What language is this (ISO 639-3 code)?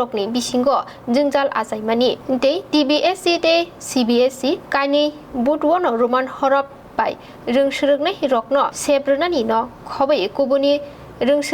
trp